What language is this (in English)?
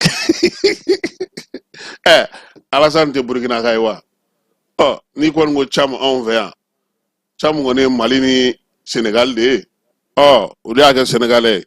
Bambara